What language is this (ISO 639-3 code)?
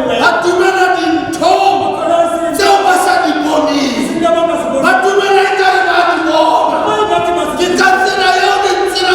sot